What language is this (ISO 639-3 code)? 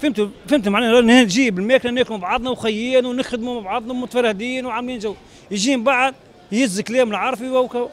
aeb